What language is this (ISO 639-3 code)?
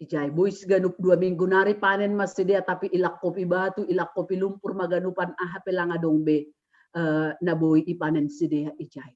bts